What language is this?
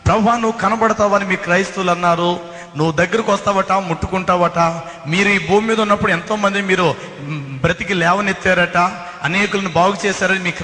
Telugu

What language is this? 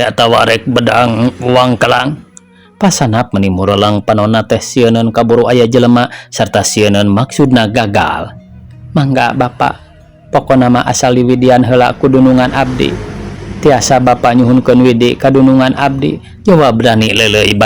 Sundanese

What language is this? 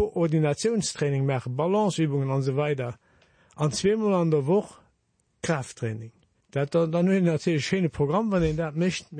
Luxembourgish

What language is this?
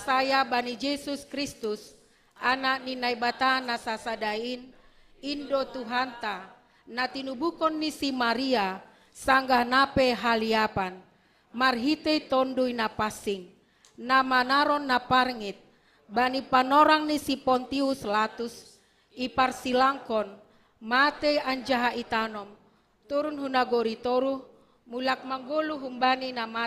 Batak Simalungun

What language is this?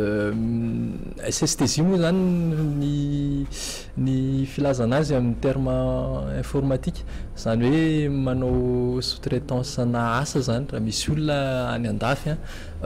Malagasy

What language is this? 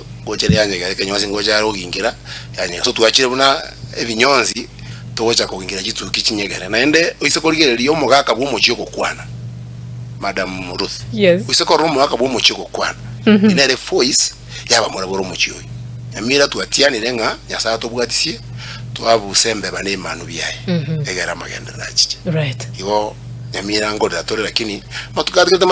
Gusii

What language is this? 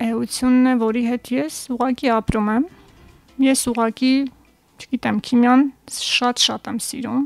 Armenian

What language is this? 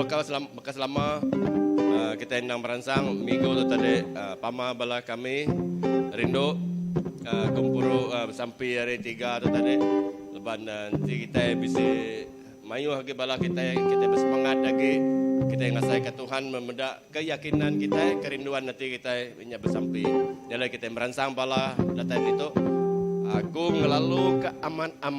Iban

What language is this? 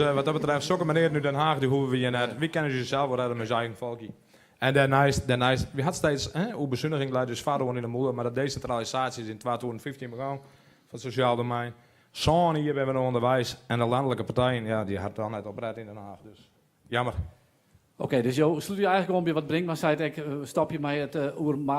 Western Frisian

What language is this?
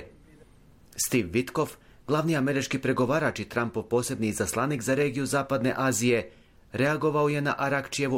Bosnian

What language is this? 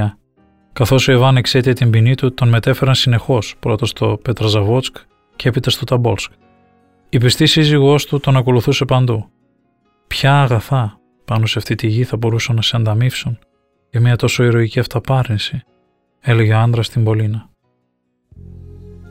Greek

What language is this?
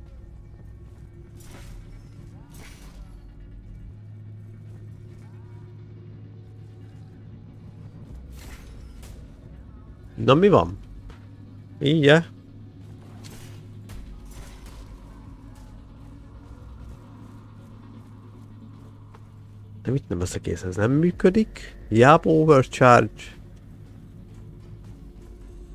Hungarian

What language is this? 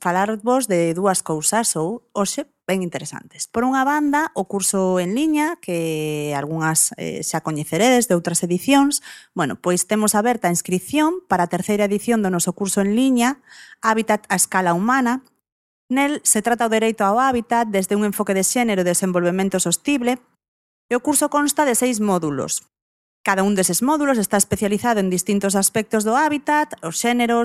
Galician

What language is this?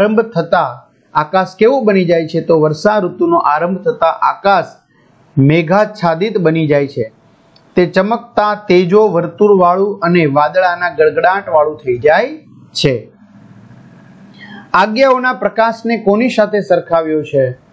Gujarati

